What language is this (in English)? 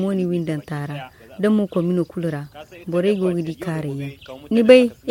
Zarma